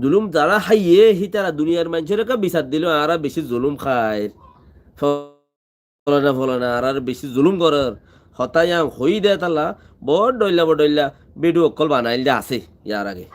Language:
Rohingya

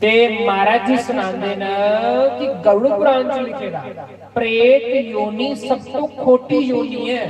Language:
Dogri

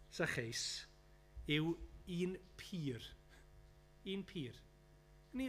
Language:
Welsh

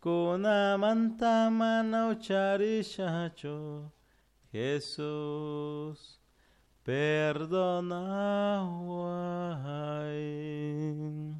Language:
Chimborazo Highland Quichua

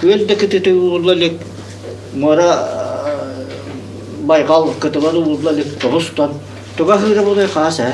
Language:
Yakut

